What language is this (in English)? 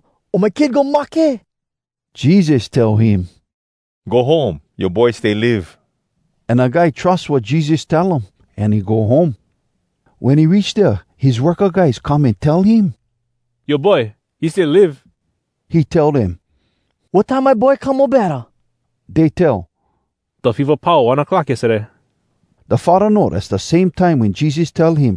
Hawai'i Creole English